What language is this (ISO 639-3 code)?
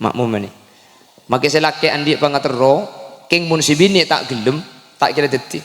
mad